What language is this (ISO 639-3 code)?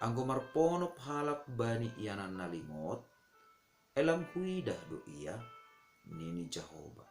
bts